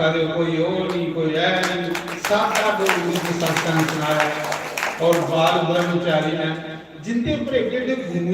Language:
Dogri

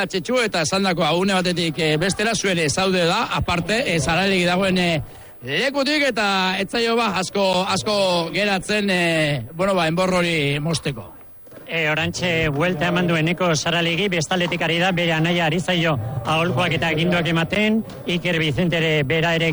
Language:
Basque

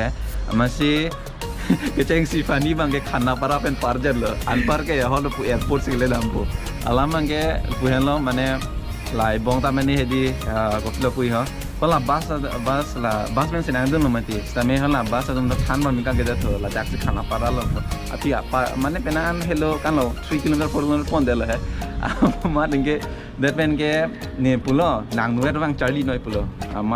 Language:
Karbi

